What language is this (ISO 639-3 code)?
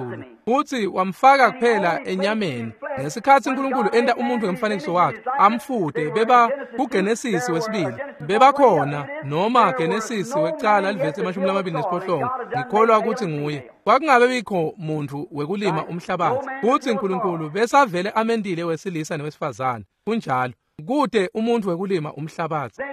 ssw